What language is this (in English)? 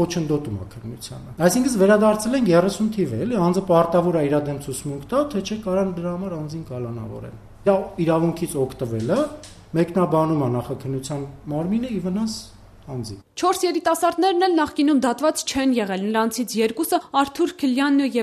Armenian